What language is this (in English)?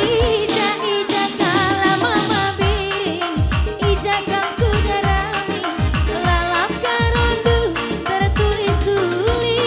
Batak Karo